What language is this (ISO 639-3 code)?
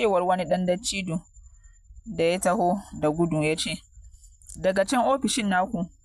hau